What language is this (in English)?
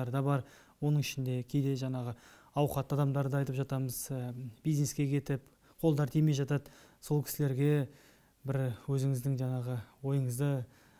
Kazakh